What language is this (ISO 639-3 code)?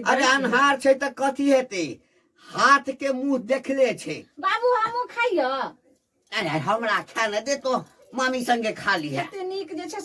mai